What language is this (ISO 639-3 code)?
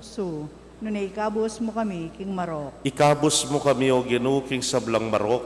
pam